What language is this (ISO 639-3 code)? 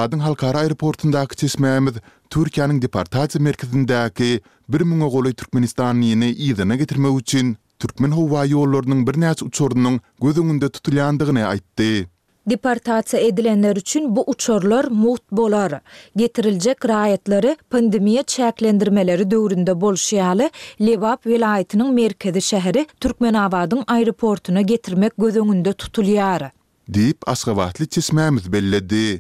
tuk